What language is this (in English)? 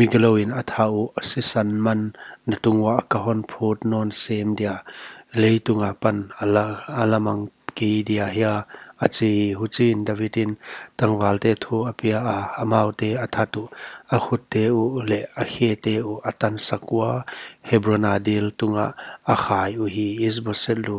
Paite Chin